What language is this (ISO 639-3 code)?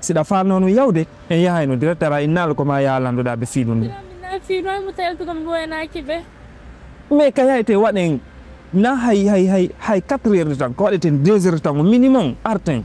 ful